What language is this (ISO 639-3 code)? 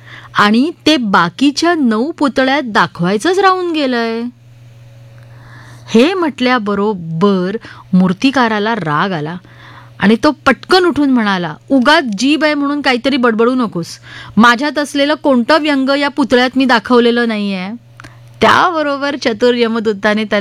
mar